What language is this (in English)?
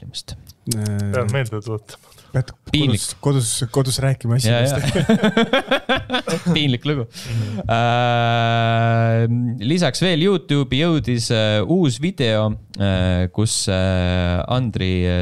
Estonian